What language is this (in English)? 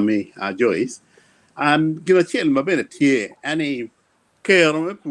Acoli